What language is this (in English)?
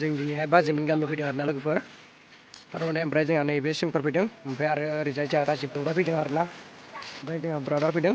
Bodo